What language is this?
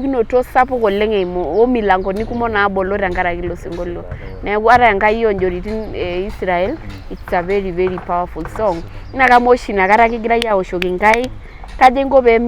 Masai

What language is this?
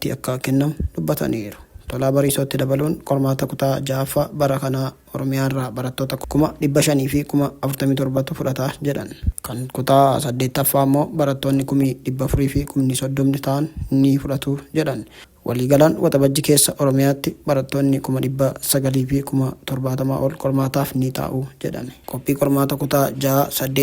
Oromo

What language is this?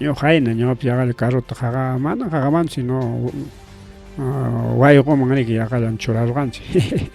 Ayacucho Quechua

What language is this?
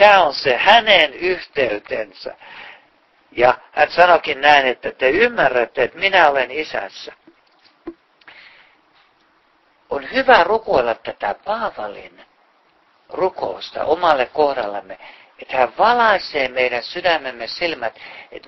Finnish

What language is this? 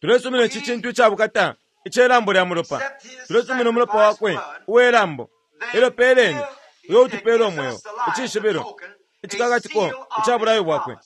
Bemba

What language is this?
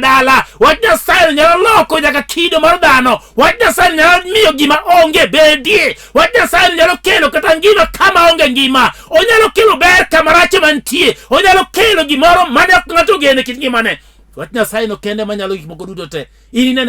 Luo (Kenya and Tanzania)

